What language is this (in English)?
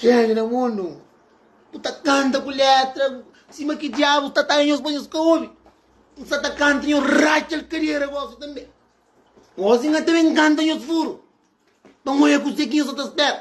Kabuverdianu